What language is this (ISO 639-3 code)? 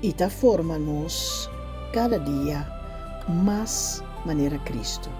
pap